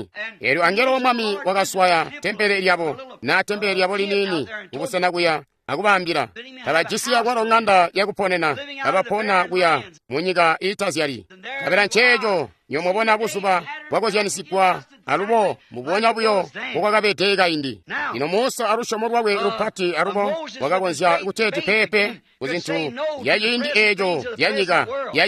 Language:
Tonga (Zambia)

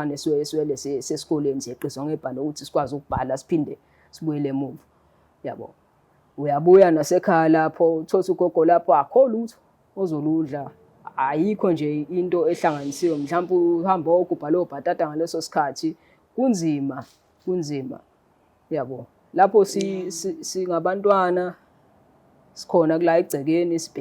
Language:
Zulu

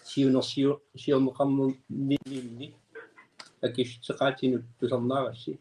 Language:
Kalaallisut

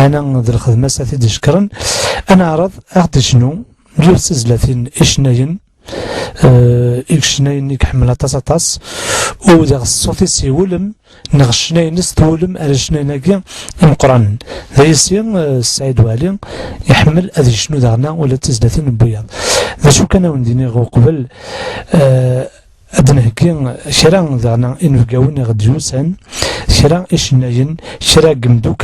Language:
Kabyle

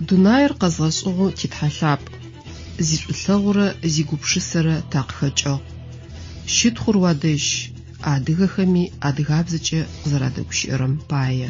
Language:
Adyghe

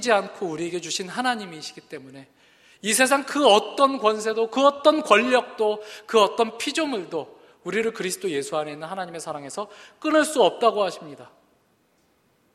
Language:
Korean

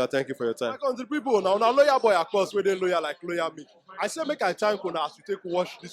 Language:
Nigerian Pidgin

